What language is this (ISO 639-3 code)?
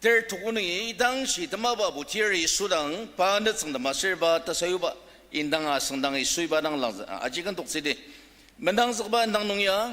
njo